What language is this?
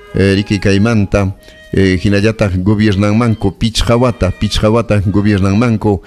Ayacucho Quechua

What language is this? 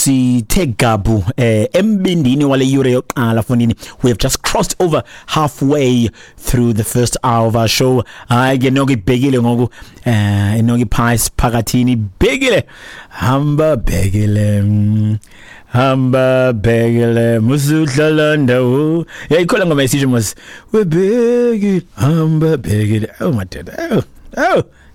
Xhosa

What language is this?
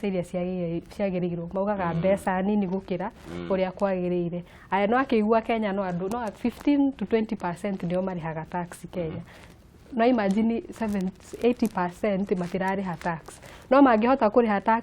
Kikuyu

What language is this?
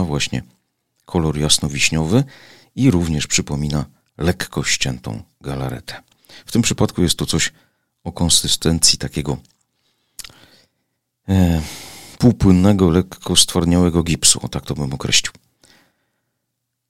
Polish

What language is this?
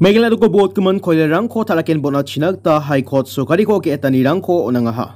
Garo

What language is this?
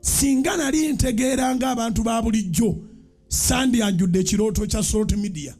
Ganda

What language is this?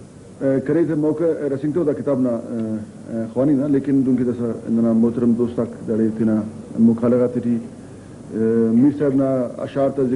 Brahui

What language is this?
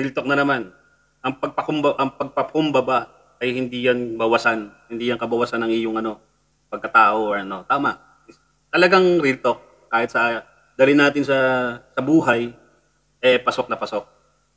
Filipino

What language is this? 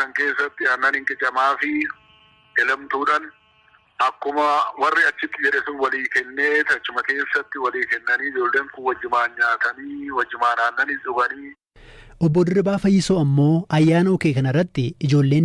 Oromo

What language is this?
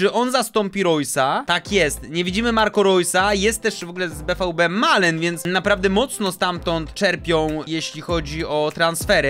Polish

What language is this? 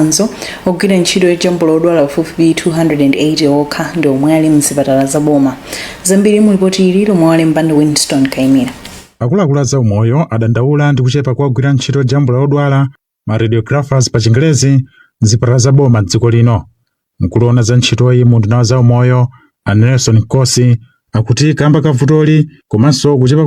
Nyanja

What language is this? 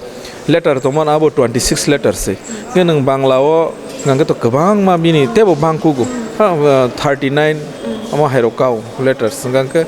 Kok Borok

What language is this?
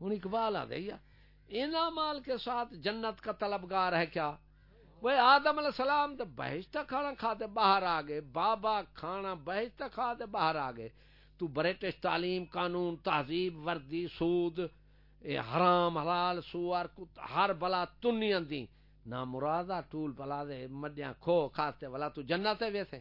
Saraiki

